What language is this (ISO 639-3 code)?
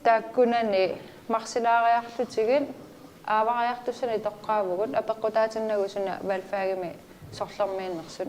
kal